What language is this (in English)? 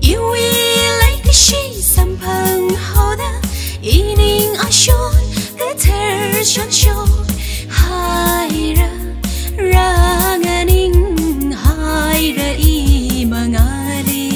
Tangkhul Naga (India)